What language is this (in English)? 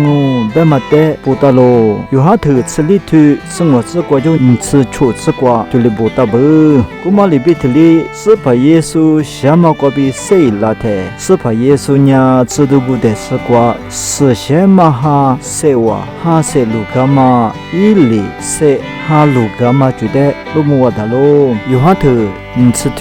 Lisu